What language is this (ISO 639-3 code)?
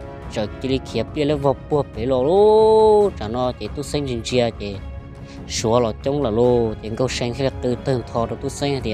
hmn